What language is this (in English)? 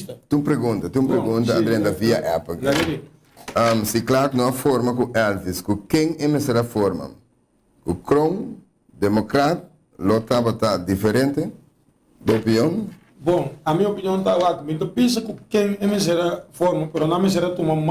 Papiamento